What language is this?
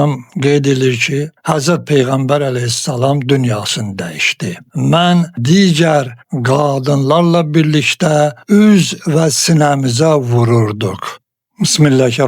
Azerbaijani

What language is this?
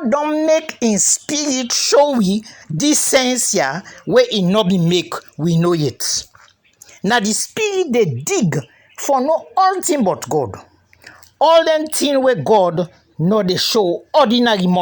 Krio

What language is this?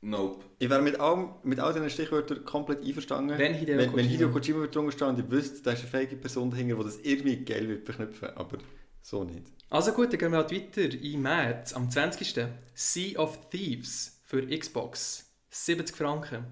Swiss German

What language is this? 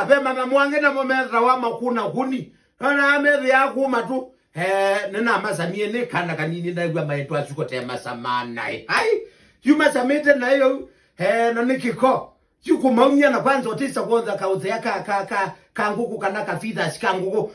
Kamba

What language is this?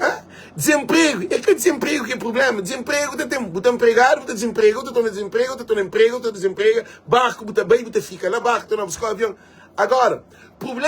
Kabuverdianu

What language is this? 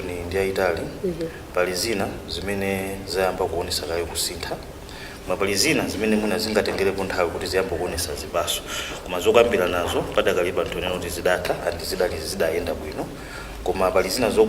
Nyanja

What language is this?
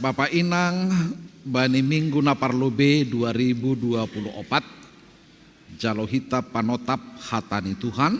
Batak Simalungun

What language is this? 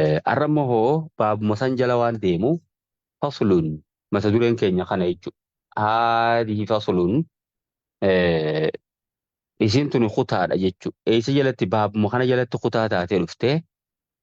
Oromo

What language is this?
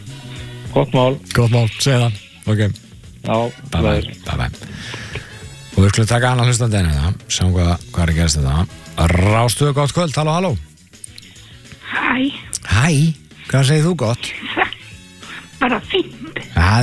Icelandic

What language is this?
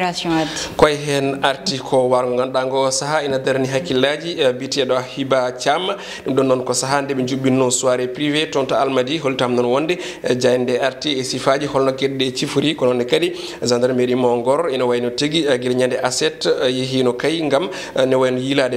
Fula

